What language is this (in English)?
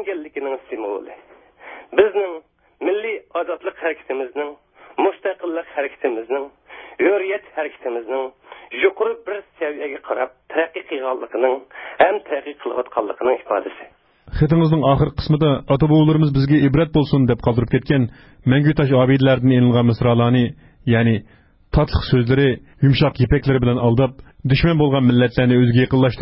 Uyghur